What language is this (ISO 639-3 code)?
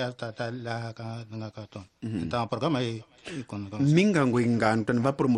tso